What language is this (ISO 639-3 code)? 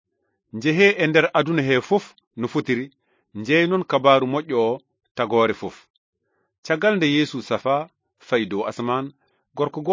ful